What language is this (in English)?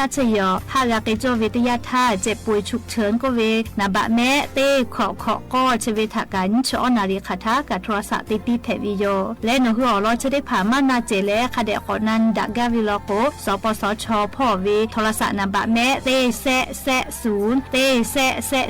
Lahu